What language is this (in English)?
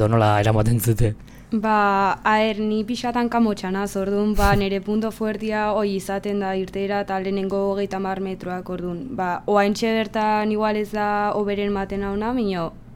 Basque